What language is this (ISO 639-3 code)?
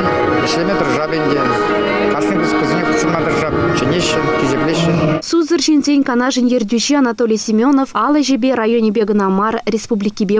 chv